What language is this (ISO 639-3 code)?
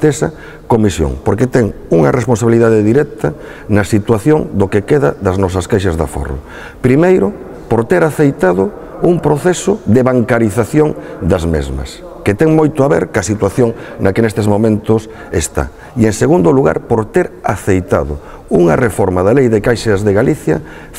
glg